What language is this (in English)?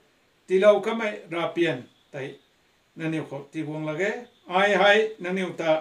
Rongmei Naga